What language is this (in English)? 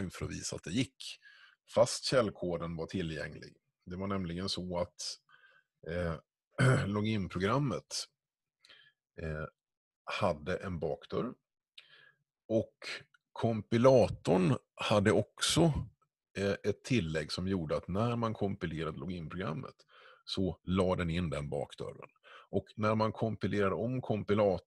Swedish